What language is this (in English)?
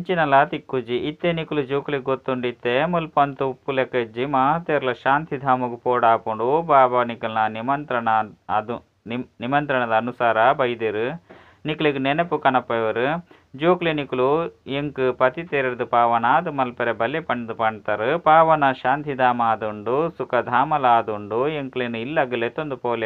Tulu